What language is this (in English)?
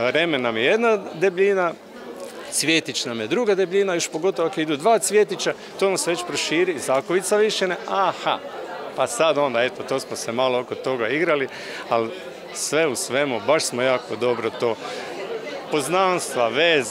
Croatian